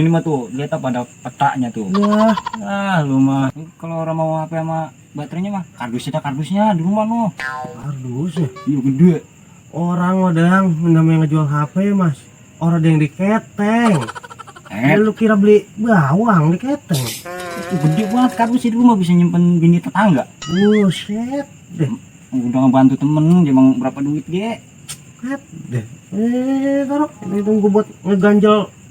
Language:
Betawi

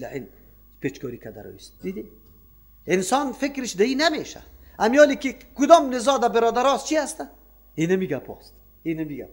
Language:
Persian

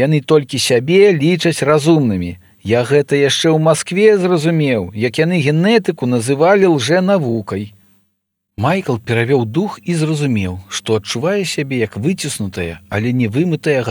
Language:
Belarusian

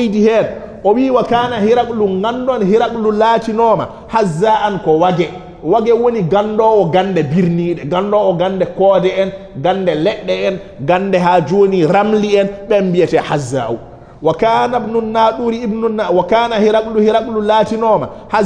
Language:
Fula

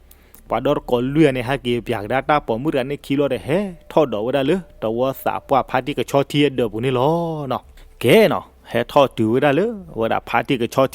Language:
S'gaw Karen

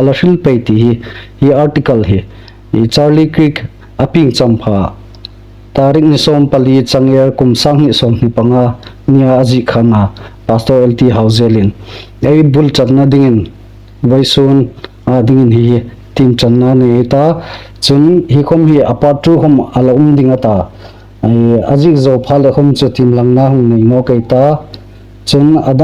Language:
Hmar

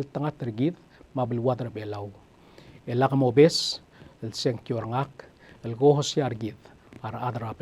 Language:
Palauan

